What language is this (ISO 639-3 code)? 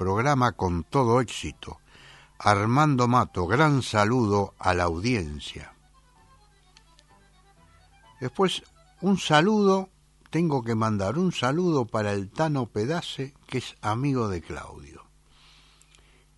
spa